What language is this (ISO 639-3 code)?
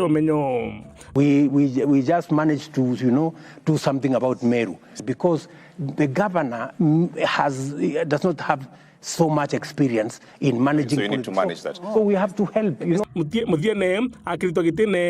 mer